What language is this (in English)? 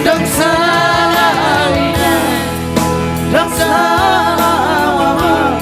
Batak Toba